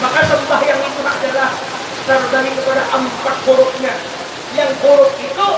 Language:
Banjar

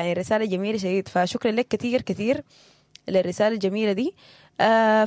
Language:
Sudanese Arabic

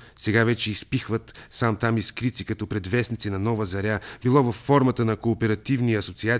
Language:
Bulgarian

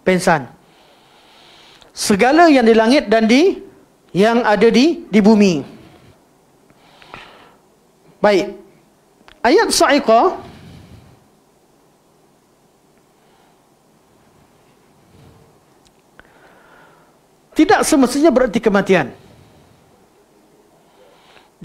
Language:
Malay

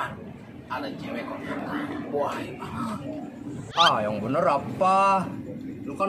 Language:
Betawi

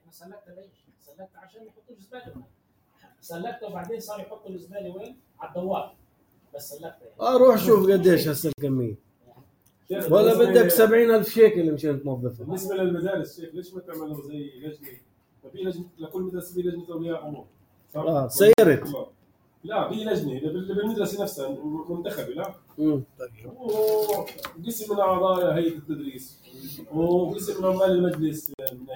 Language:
North Levantine Arabic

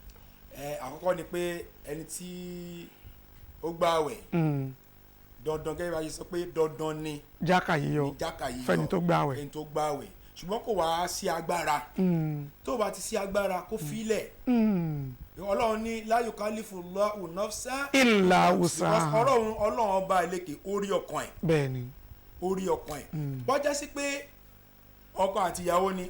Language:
Yoruba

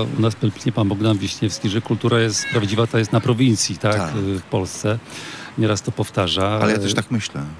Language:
Polish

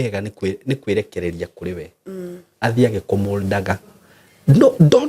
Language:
Kikuyu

